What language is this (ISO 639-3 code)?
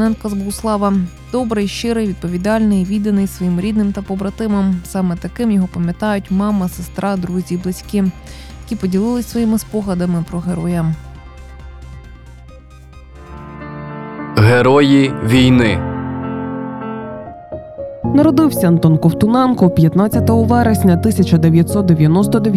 ukr